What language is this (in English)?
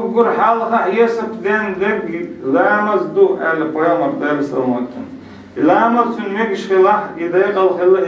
Chechen